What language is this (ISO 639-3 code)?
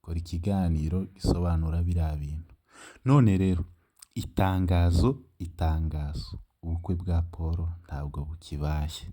kin